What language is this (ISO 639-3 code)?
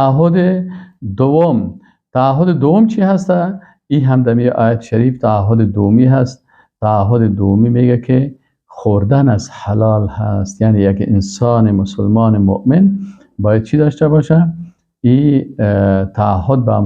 fas